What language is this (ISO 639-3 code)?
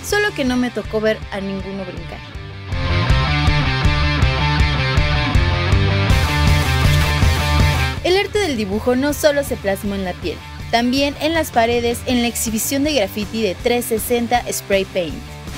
spa